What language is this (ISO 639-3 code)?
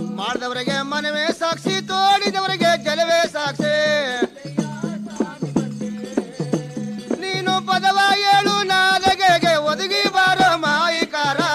kan